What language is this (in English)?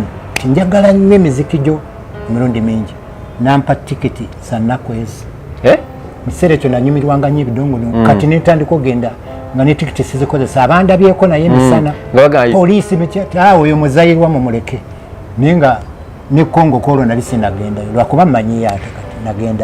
Ganda